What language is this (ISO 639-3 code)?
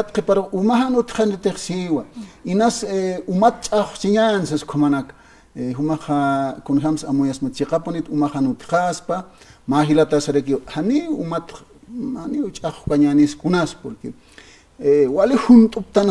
aym